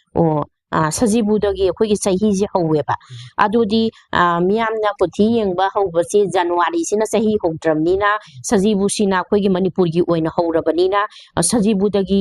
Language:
Manipuri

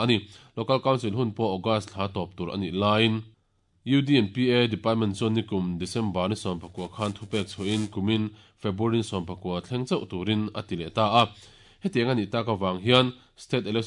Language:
Mizo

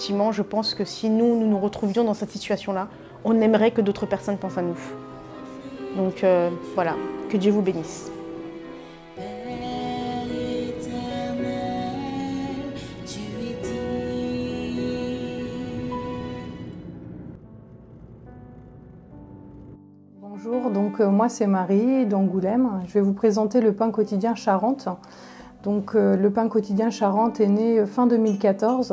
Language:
French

